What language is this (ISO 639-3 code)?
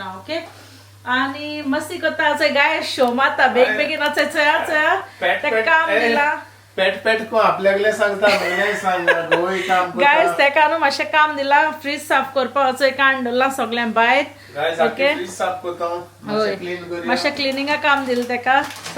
kok